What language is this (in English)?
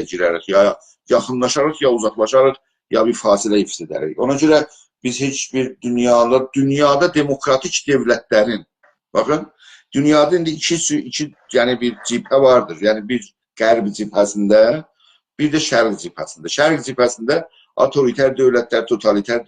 South Azerbaijani